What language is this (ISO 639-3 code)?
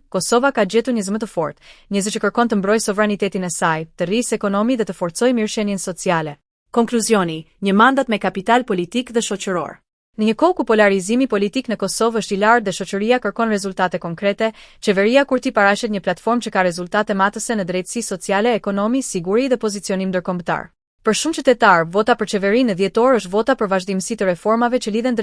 sqi